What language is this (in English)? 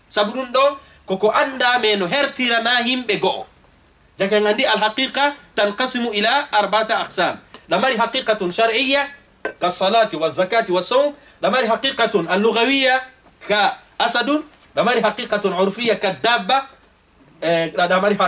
Fula